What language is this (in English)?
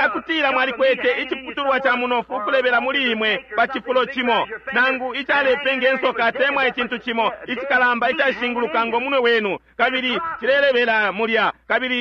Bemba